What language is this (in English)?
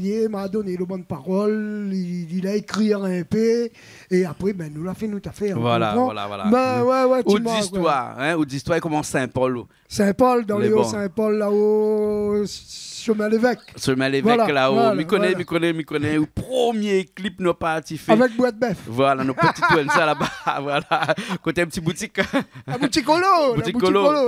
Réunion Creole French